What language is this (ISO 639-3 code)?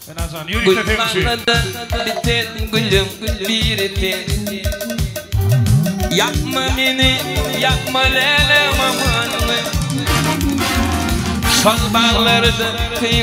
tur